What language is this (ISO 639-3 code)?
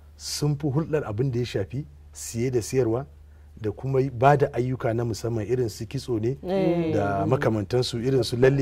hau